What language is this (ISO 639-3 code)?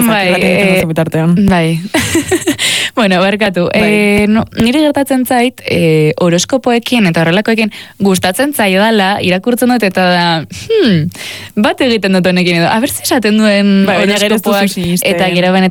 eus